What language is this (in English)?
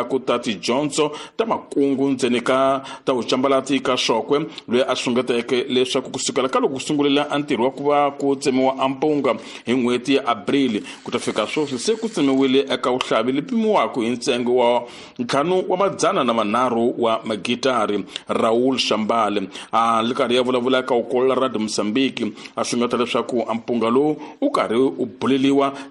Tsonga